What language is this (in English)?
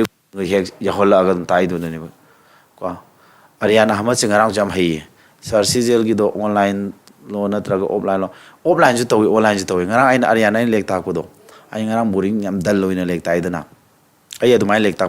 Manipuri